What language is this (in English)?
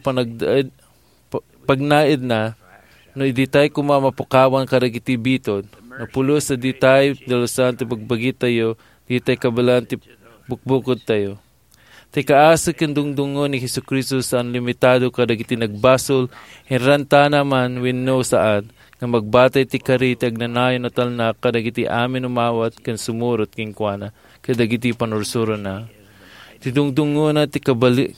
Iloko